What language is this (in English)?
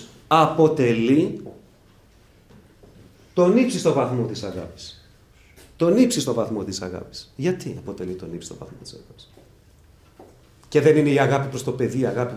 Greek